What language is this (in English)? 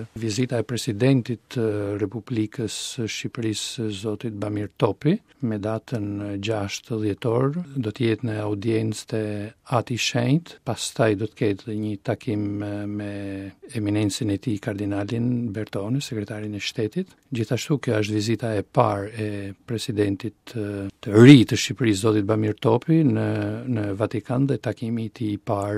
Albanian